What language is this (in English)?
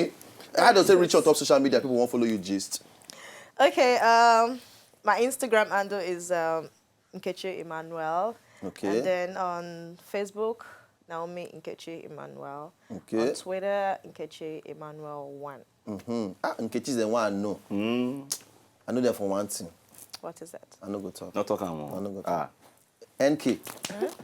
Nigerian Pidgin